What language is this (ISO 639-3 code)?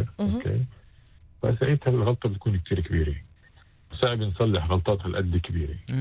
apc